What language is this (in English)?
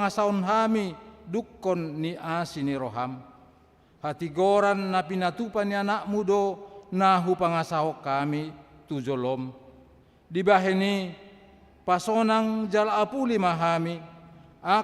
Batak Toba